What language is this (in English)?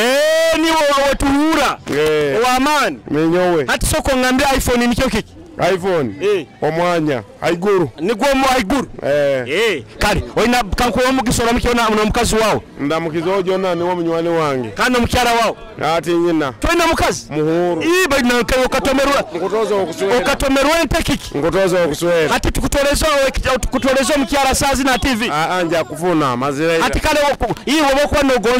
Nyoro